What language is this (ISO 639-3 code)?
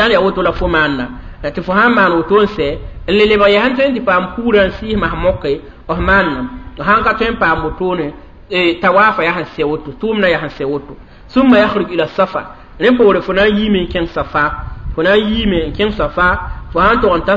mos